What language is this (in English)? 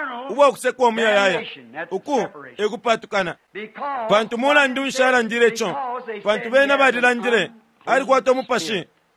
Bemba